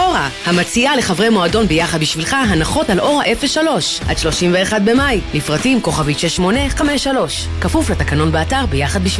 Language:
Hebrew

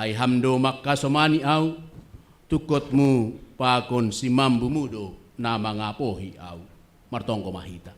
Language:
Batak Simalungun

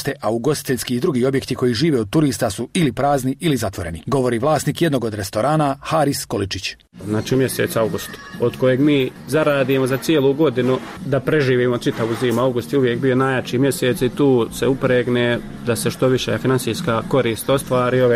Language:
Bosnian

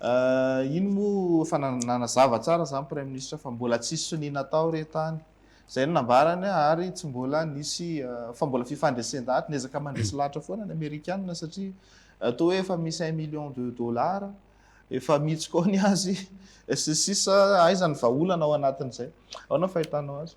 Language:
Malagasy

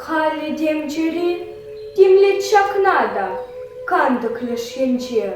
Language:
Chuvash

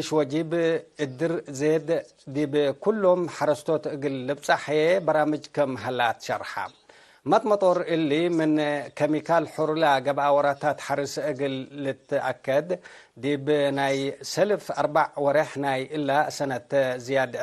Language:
Tigre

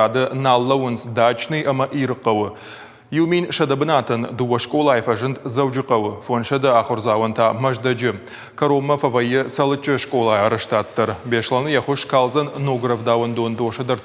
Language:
Ossetic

